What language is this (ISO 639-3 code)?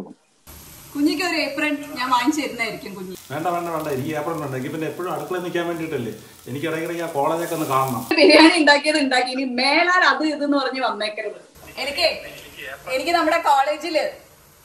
mal